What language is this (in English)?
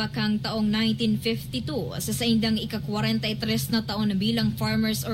Bikol